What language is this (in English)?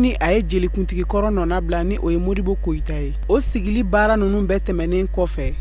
Bambara